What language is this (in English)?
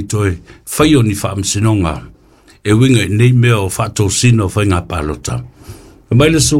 Samoan